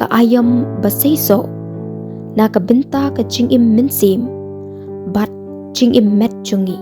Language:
Khasi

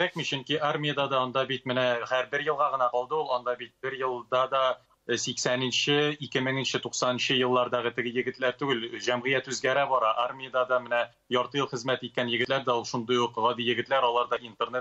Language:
Tatar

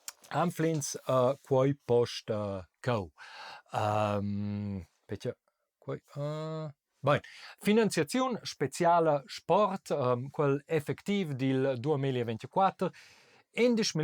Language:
Romansh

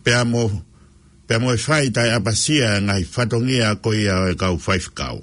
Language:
Tongan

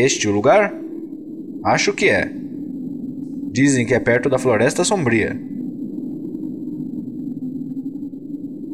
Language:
Portuguese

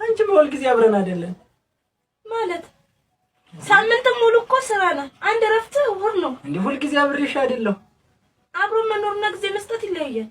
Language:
Amharic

